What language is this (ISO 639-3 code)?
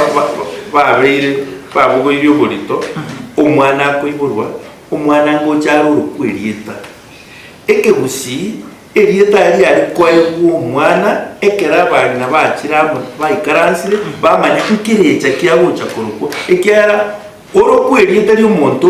guz